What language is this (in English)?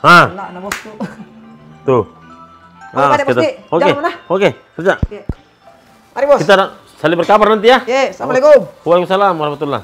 Makassar Malay